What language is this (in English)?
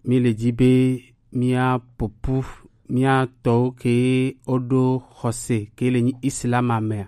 Gen